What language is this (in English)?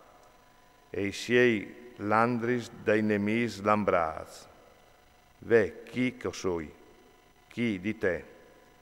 Friulian